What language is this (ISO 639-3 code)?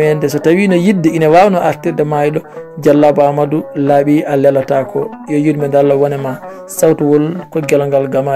ful